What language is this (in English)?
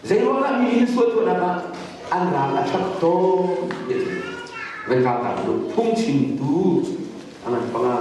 Hakha Chin